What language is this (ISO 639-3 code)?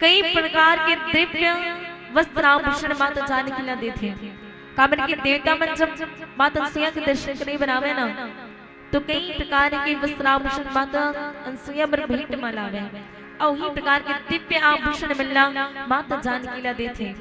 hne